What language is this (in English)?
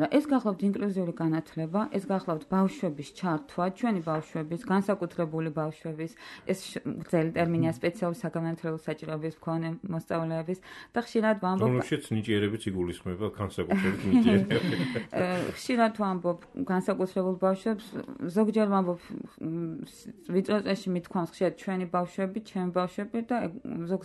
Georgian